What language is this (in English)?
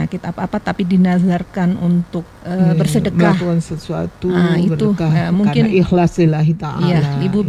Indonesian